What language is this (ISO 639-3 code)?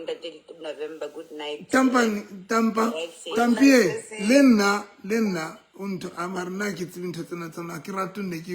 sot